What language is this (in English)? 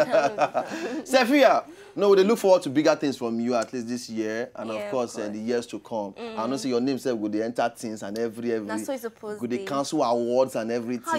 Nigerian Pidgin